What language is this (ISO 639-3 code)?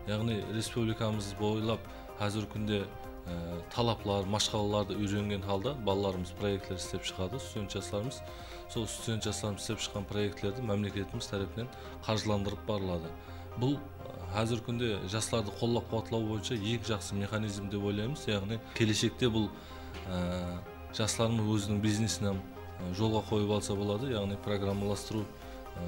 kaa